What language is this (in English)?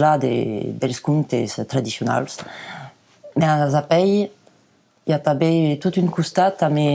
Occitan